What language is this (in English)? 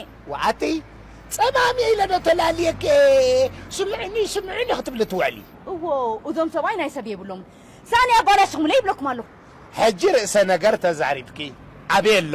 Tigrinya